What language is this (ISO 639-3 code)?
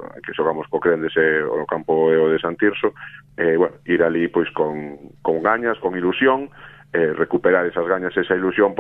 glg